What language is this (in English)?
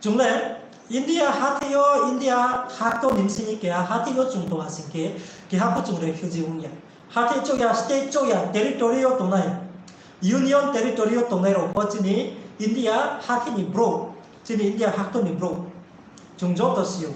Riang (India)